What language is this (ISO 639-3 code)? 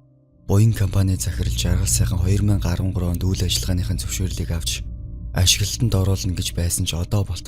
mon